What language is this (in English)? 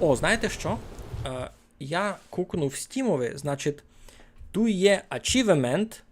Rusyn